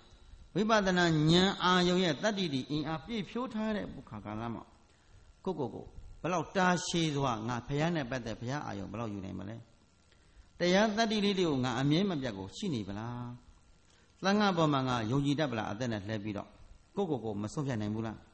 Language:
Burmese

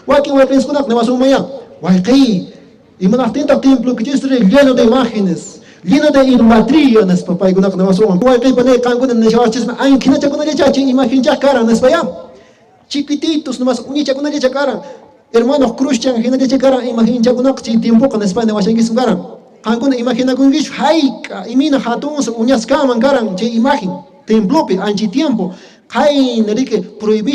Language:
Quechua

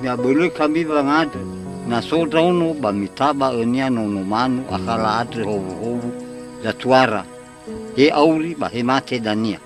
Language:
Nias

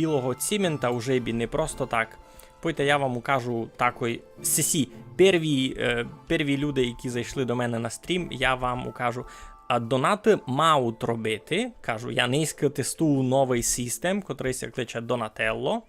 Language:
Rusyn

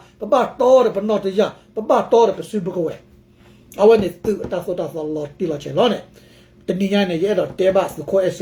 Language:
S'gaw Karen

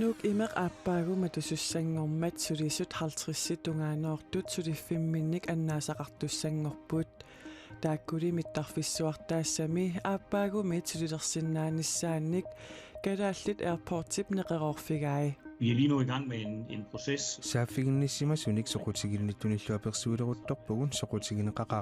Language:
Kalaallisut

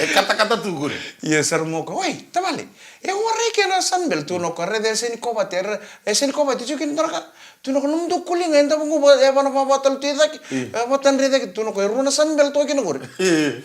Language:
Fijian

